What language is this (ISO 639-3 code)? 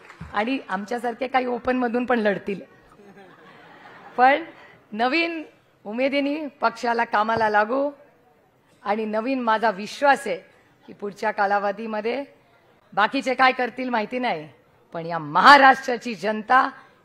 mar